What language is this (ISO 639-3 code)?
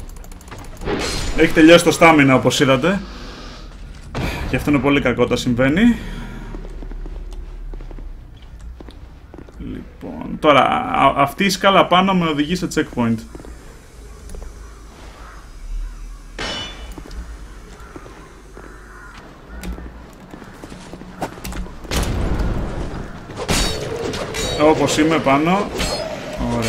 ell